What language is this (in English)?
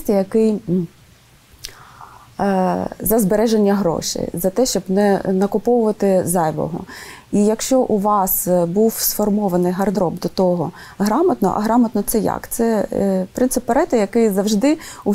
Ukrainian